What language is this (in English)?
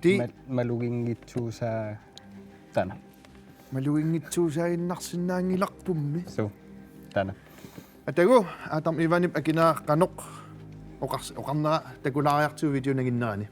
Kalaallisut